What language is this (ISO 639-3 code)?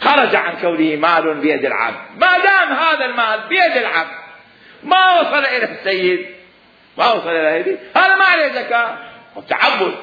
acm